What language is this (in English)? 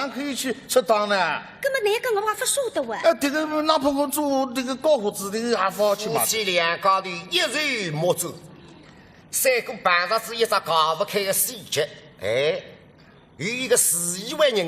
Wu Chinese